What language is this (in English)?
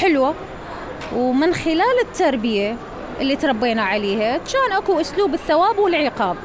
Mesopotamian Arabic